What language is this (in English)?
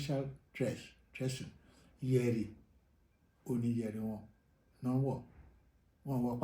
Yoruba